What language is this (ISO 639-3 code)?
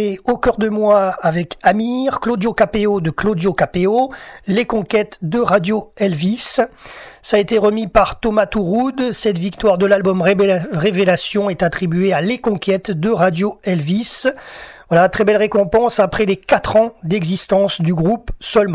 fra